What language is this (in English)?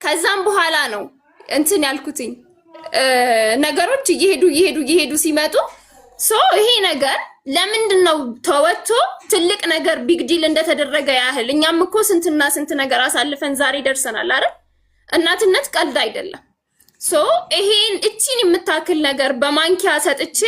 Amharic